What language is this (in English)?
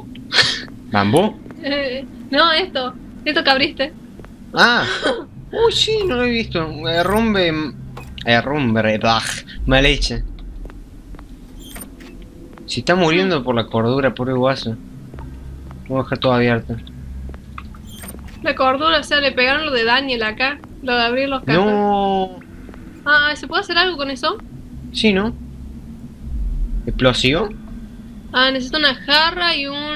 Spanish